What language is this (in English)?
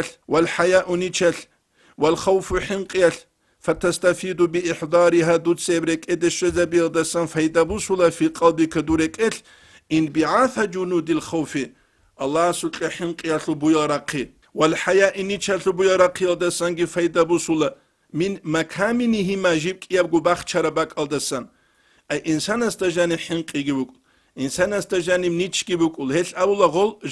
Avaric